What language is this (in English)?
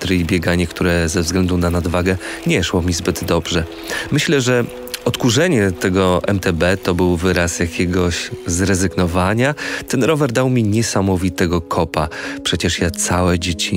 Polish